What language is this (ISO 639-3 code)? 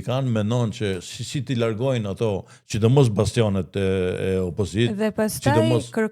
sqi